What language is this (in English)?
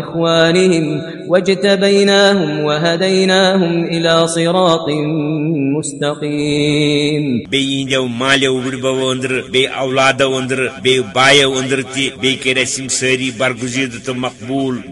Kashmiri